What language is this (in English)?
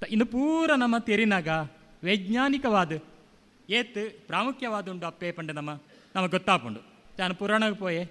Tulu